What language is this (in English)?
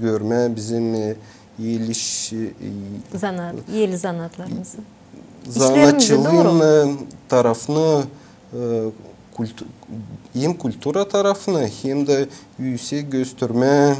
Gagauz